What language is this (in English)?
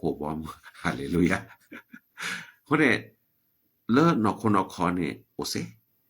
S'gaw Karen